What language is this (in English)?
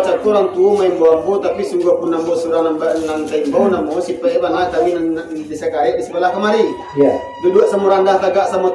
Minangkabau